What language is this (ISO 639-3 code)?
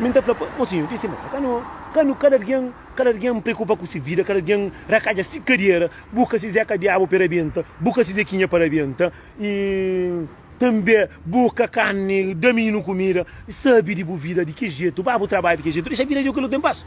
kea